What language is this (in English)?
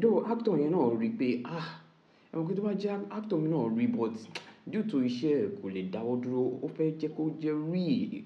Yoruba